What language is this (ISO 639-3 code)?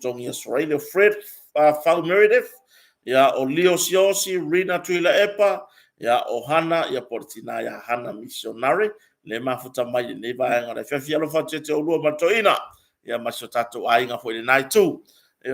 smo